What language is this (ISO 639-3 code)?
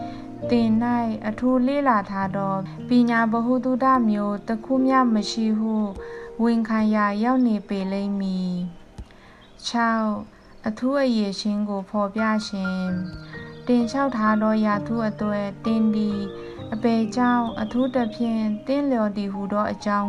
mya